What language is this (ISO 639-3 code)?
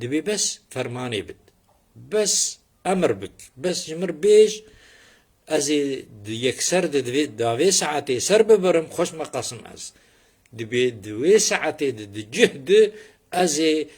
kur